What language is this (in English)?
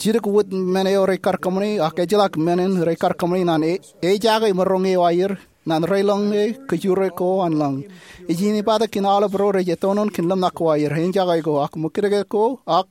Marshallese